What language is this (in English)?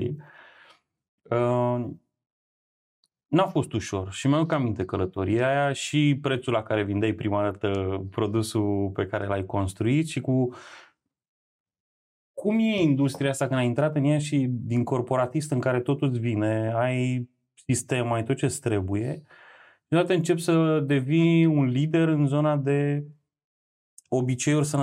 Romanian